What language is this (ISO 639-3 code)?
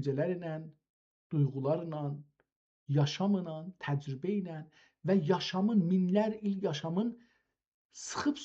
azb